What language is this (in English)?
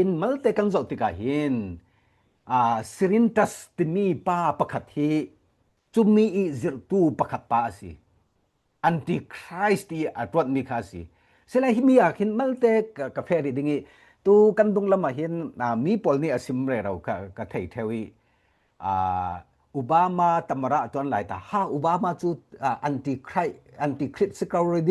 Falam Chin